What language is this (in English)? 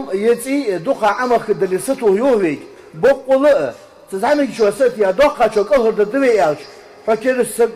Ingush